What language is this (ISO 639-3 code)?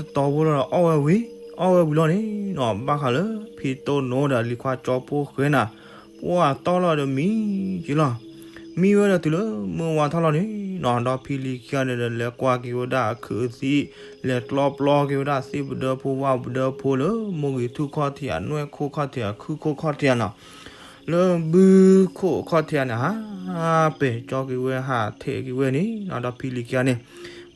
ksw